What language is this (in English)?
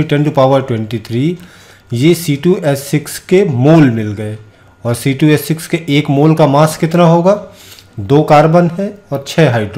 Hindi